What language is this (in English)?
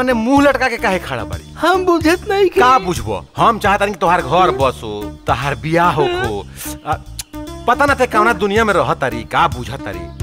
Bhojpuri